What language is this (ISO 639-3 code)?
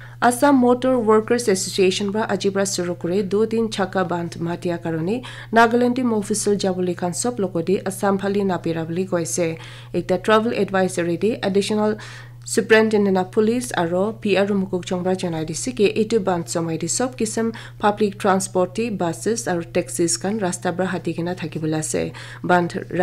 nag